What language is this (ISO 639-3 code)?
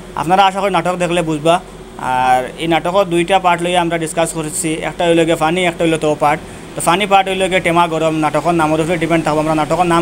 syl